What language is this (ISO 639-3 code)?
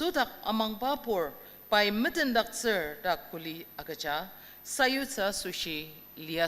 njo